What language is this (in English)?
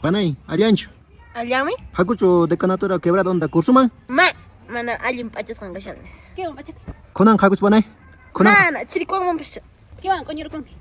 Quechua